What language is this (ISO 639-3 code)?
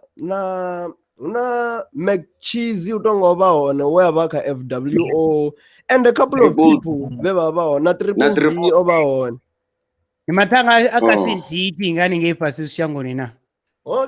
ven